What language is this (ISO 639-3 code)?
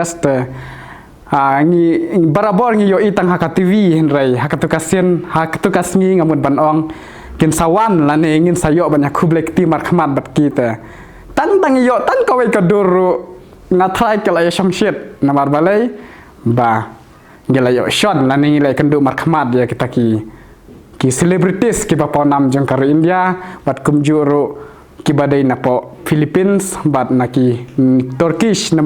kha